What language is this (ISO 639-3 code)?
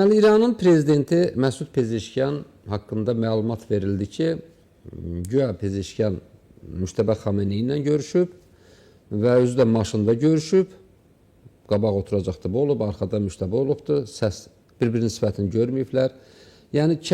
aze